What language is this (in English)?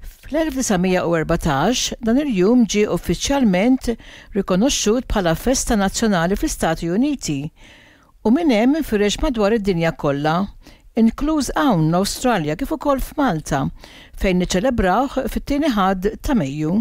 Maltese